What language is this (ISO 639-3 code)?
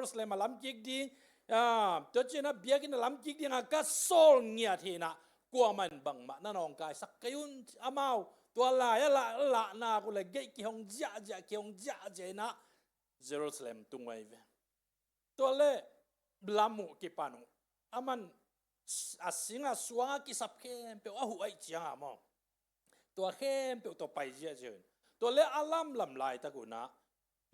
ctd